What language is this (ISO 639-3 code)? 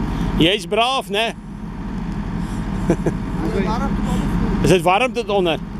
afr